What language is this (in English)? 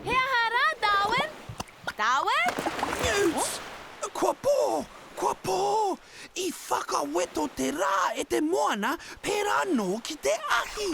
Māori